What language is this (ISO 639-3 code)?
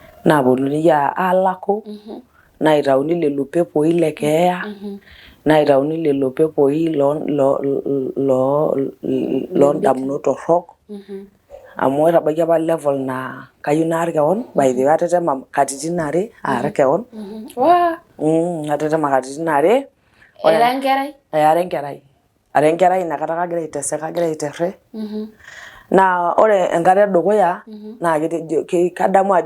mas